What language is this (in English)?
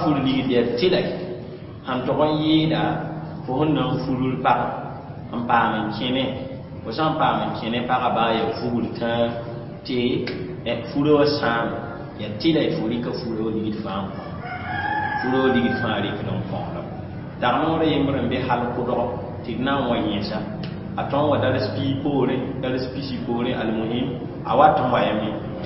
Mossi